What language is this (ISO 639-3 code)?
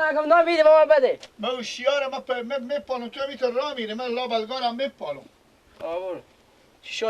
fas